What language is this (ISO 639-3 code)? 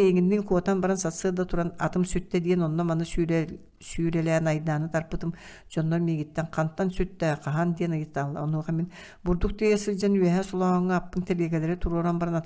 sah